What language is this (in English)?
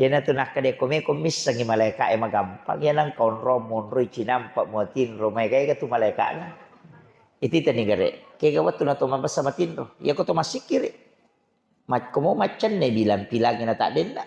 Buginese